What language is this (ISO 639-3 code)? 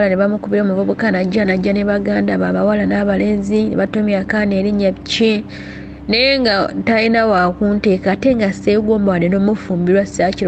lug